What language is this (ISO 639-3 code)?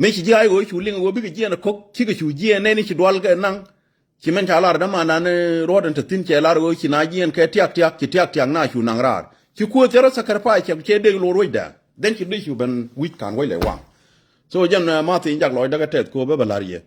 nus